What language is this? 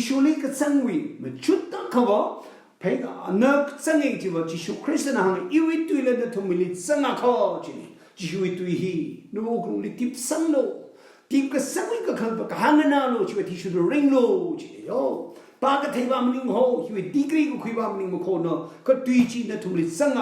Tangkhul Naga (India)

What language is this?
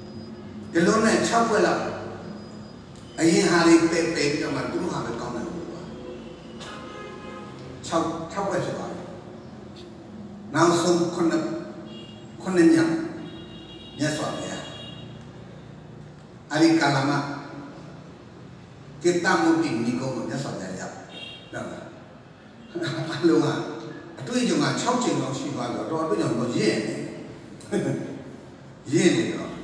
Burmese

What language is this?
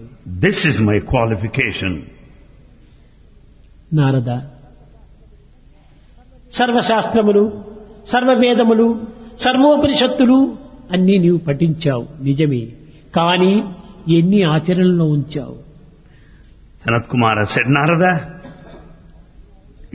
Telugu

